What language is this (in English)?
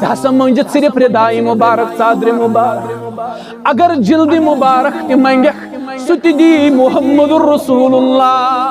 Kashmiri